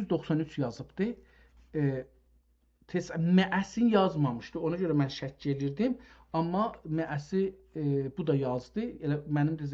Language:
South Azerbaijani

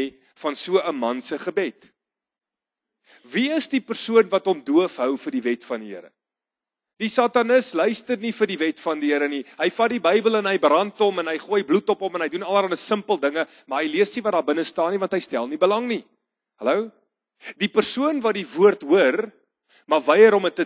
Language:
Afrikaans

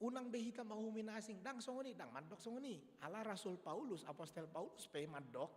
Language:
Batak Toba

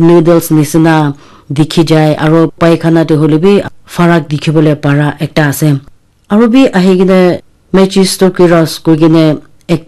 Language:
Naga Pidgin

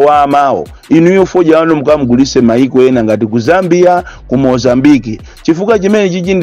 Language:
Nyanja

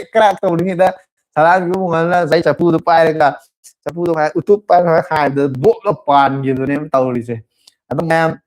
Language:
Manipuri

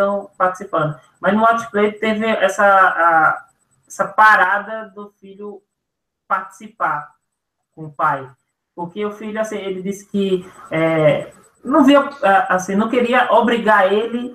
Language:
Portuguese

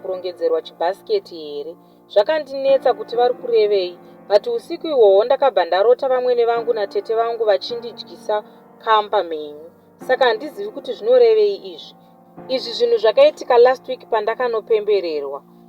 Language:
Shona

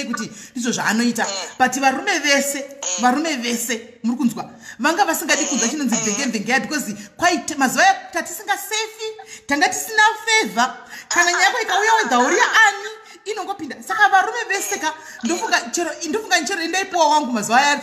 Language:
Shona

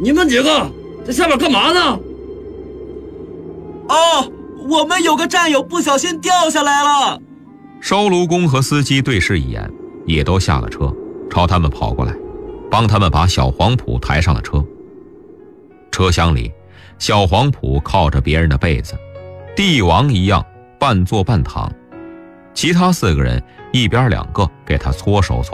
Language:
Chinese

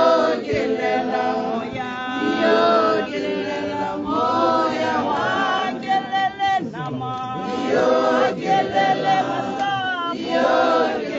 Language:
Tswana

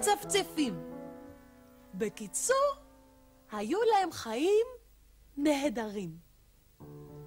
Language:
Hebrew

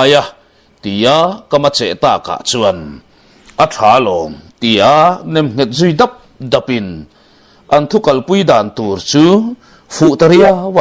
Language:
Mizo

